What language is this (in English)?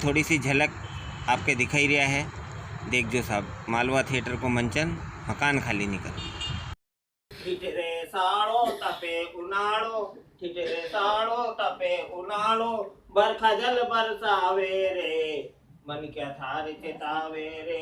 Rajasthani